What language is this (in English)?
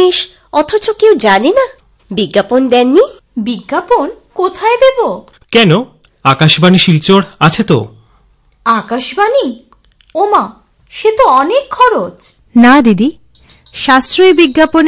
Bangla